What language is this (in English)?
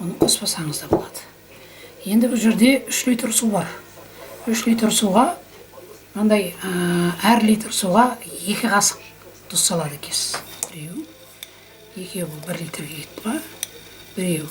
Kazakh